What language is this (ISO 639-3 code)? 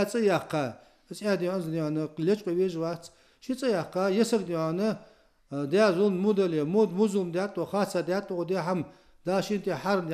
inh